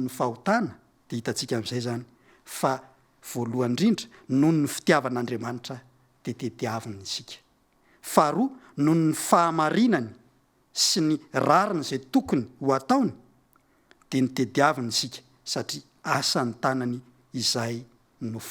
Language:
Malagasy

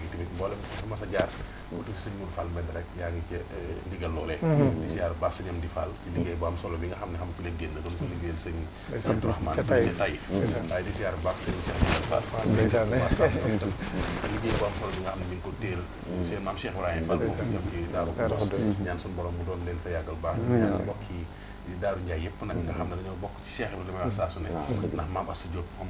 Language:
Wolof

